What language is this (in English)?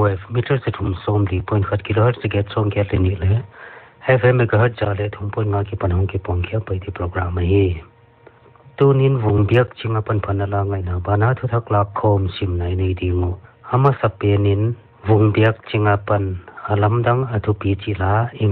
Paite Chin